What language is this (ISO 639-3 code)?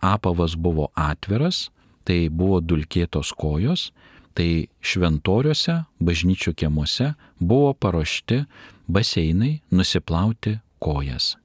lit